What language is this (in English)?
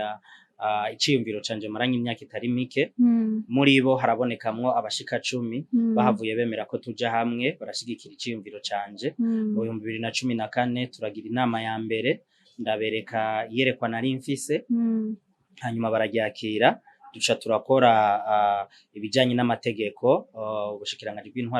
Rundi